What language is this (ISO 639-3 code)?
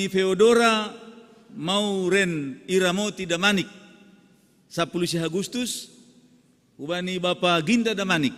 bts